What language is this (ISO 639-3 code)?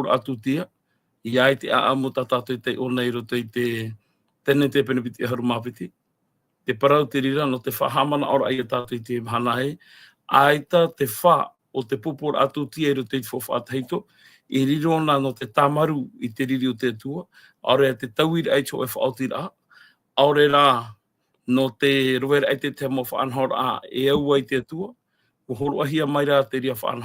tah